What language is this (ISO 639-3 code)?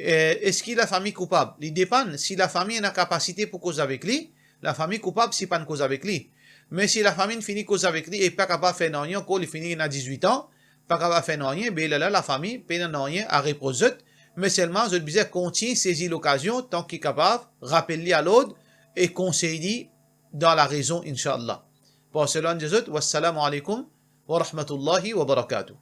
mfe